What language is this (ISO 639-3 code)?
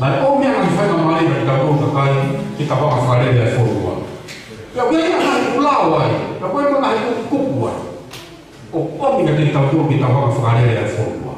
ton